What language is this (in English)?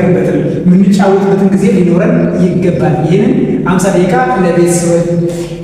Amharic